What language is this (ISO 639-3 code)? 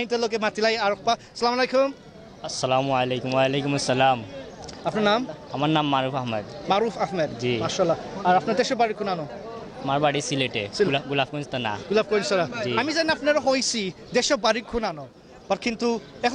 syl